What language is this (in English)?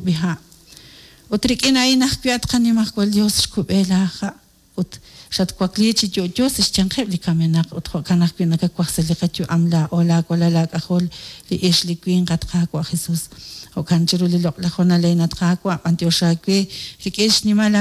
Kekchí